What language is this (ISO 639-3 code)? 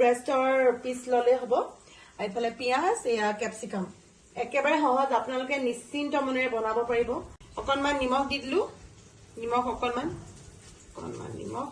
asm